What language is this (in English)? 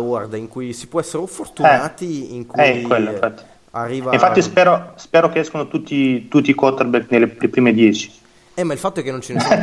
Italian